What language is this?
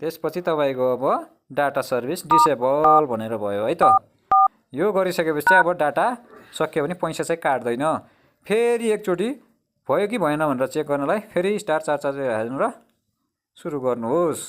Nepali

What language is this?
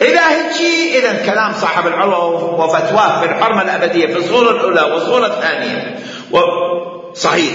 Mesopotamian Arabic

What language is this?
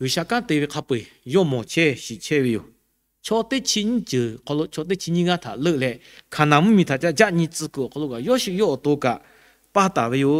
Lahu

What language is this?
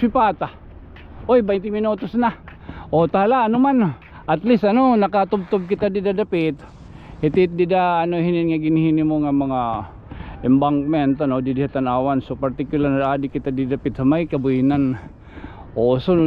Waray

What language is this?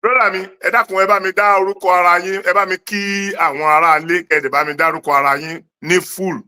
Yoruba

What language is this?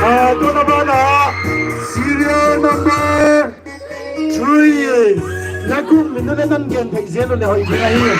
Paite Chin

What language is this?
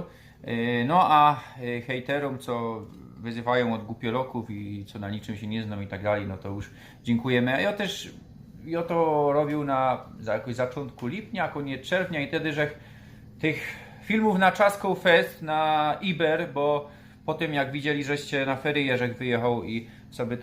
Silesian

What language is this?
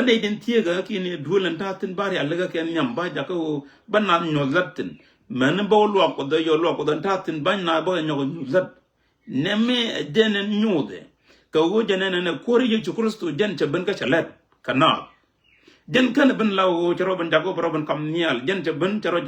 Nuer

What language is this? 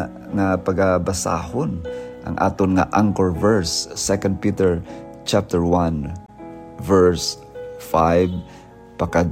Hiligaynon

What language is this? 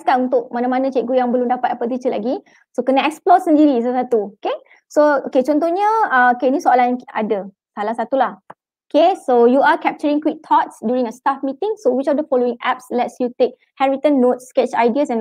Malay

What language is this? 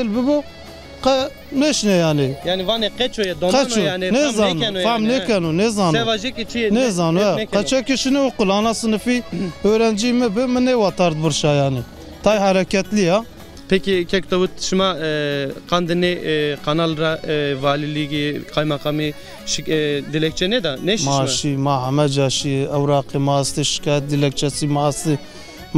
Zaza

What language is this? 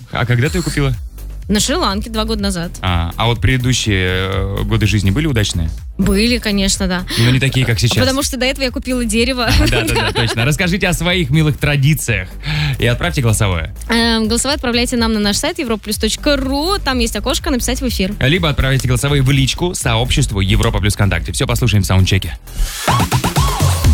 Russian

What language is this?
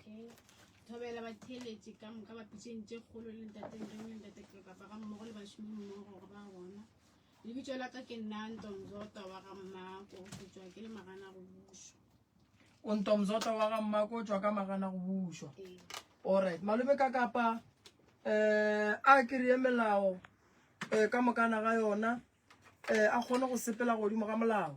Northern Sotho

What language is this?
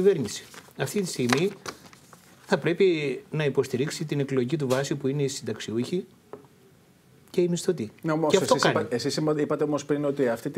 Greek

